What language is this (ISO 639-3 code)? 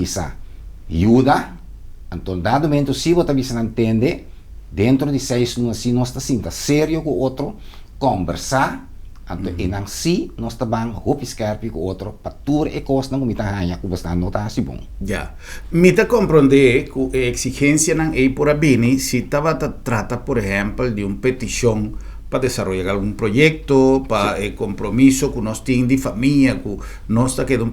pap